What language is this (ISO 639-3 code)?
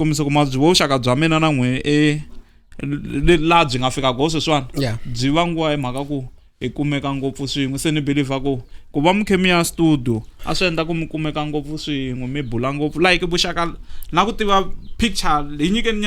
tso